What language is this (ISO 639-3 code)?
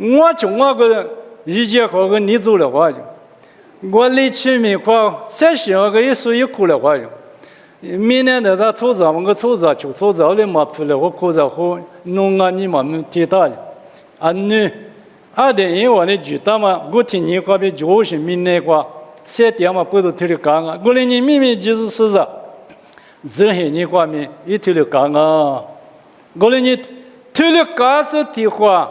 lis